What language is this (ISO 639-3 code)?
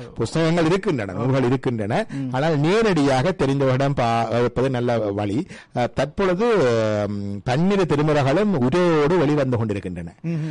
tam